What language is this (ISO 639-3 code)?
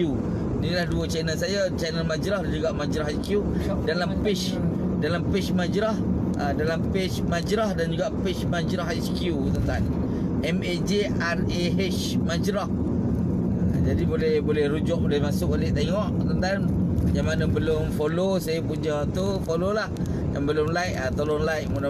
msa